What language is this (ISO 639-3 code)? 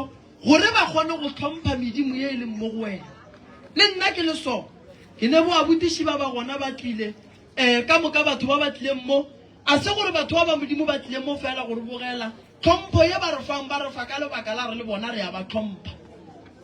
nso